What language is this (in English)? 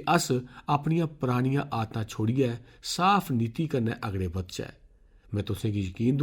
Dogri